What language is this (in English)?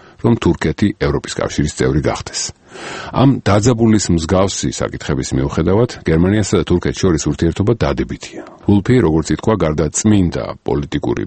Georgian